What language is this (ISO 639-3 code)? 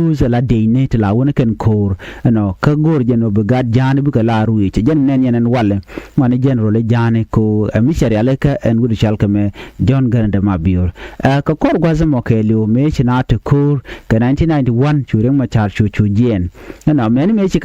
nus